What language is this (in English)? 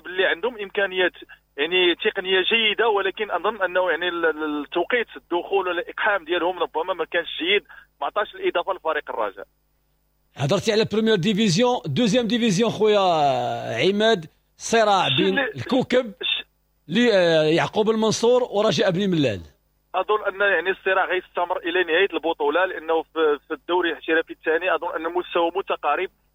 Moroccan Arabic